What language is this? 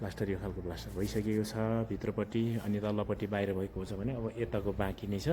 Nepali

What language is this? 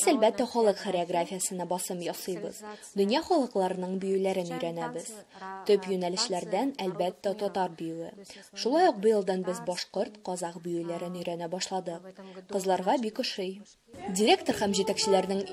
Tatar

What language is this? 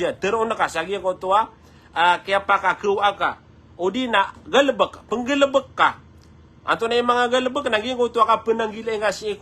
Maranao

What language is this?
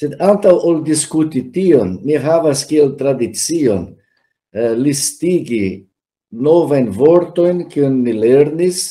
Esperanto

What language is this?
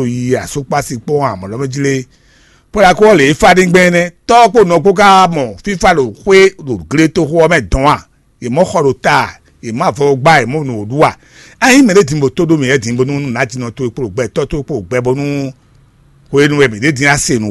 Fon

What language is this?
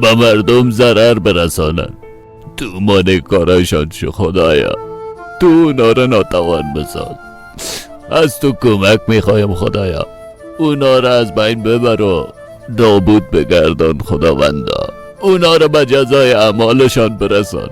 Persian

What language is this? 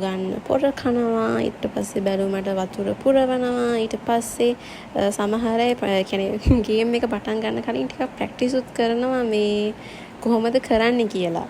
Sinhala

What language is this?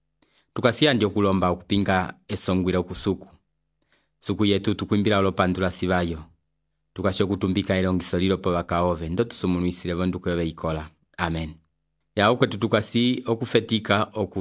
Umbundu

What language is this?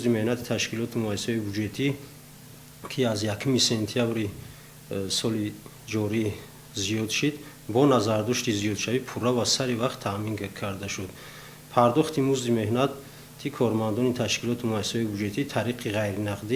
Tajik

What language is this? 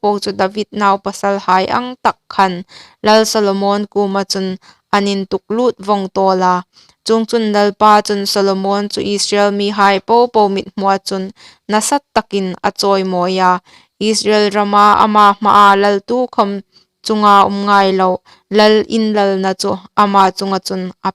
Hmar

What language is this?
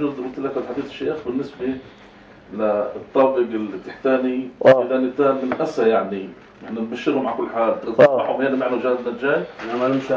North Levantine Arabic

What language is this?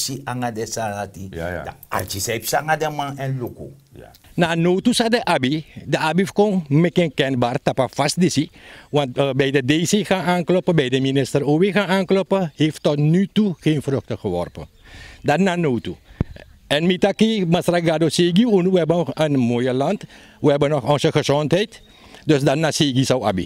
Sranan Tongo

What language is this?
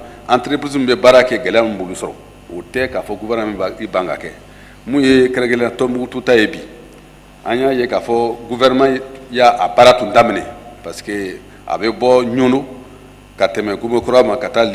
Bambara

